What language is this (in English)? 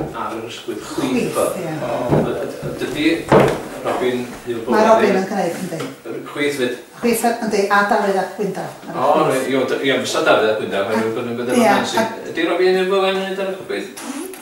Welsh